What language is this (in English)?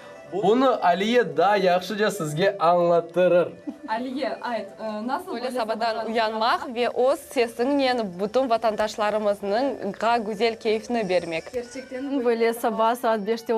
Crimean Tatar